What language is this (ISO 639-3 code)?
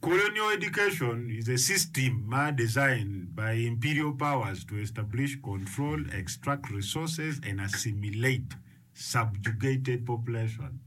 ach